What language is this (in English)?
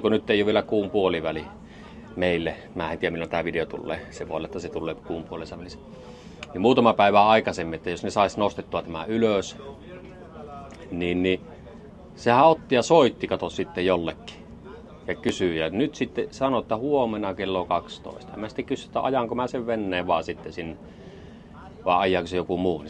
Finnish